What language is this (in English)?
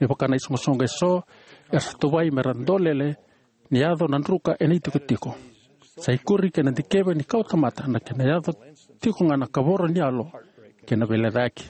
Fijian